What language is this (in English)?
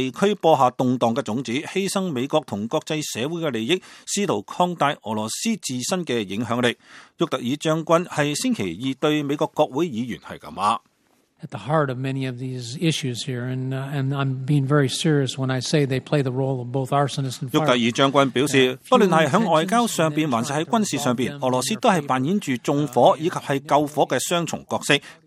Cantonese